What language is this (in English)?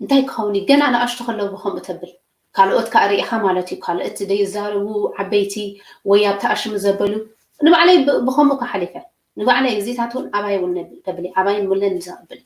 Tigrinya